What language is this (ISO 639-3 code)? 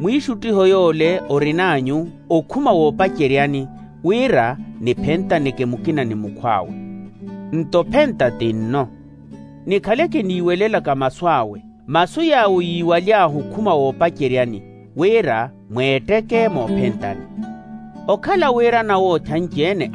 vmw